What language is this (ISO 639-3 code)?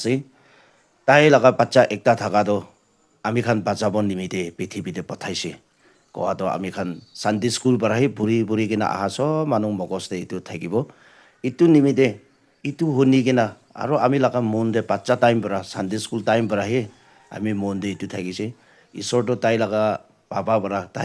nag